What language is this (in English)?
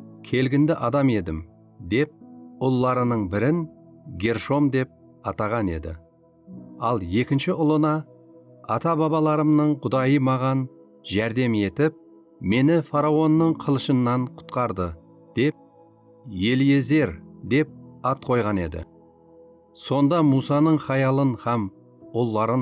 Kara-Kalpak